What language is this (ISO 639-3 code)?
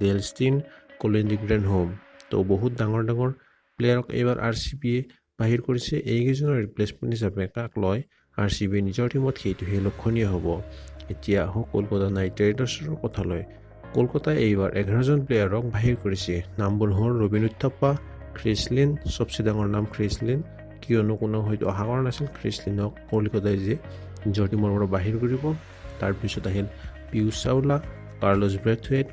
asm